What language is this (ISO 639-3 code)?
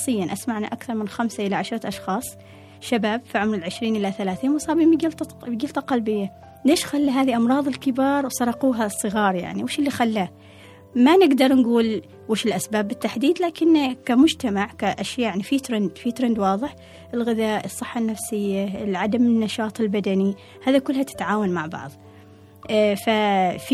afb